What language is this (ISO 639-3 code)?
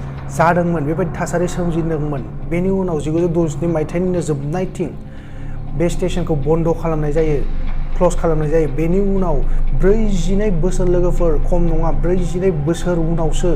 brx